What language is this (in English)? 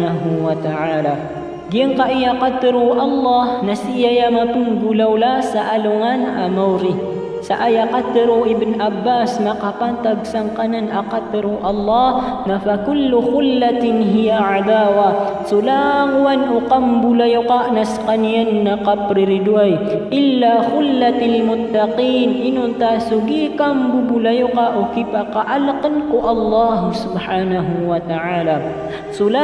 Maranao